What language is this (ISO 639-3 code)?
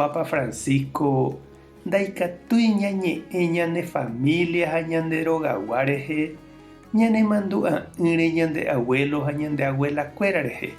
grn